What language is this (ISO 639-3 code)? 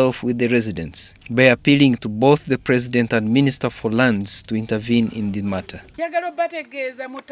lug